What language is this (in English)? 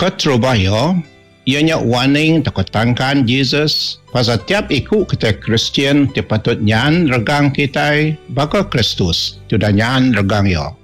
Iban